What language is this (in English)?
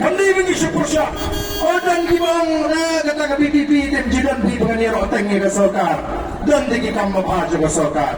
Khasi